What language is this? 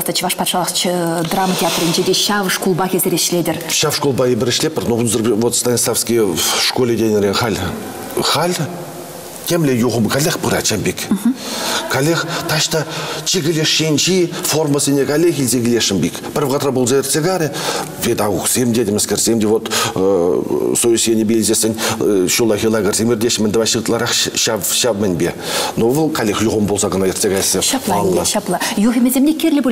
Chuvash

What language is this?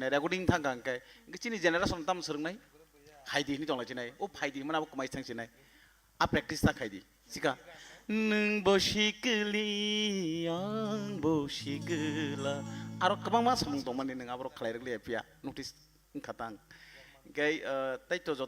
Kok Borok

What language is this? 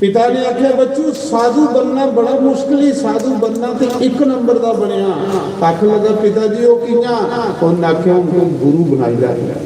Dogri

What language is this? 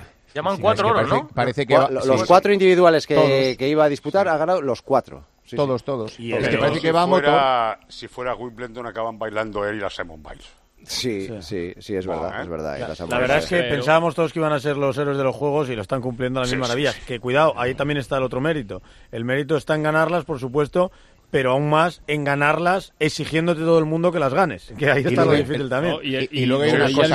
Spanish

